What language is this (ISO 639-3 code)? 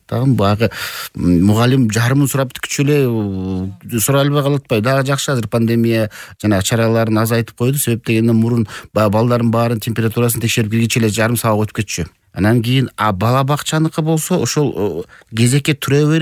kir